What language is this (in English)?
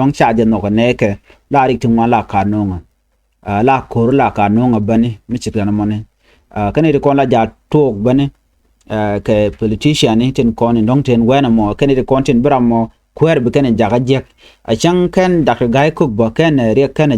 Nuer